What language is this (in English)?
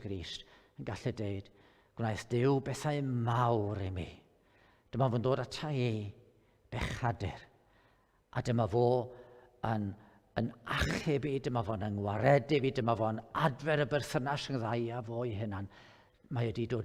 Welsh